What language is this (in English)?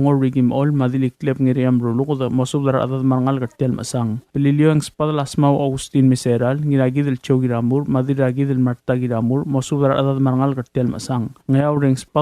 Palauan